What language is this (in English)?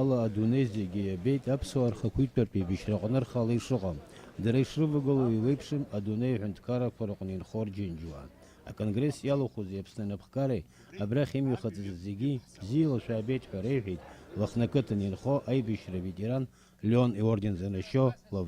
Abkhazian